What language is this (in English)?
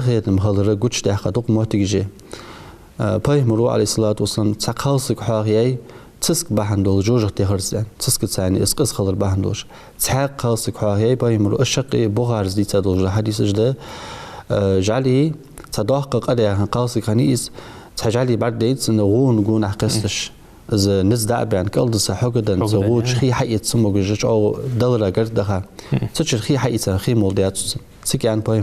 Ingush